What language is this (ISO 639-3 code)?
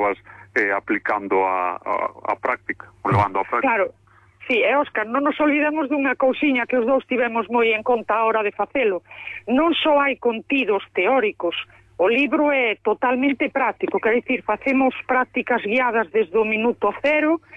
glg